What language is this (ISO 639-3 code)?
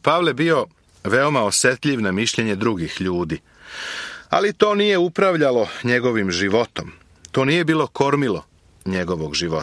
srp